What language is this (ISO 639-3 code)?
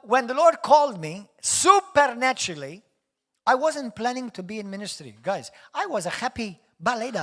eng